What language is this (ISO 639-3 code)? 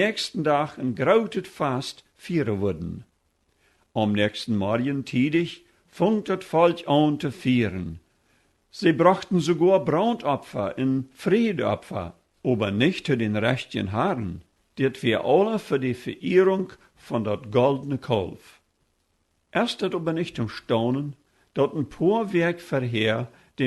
pdt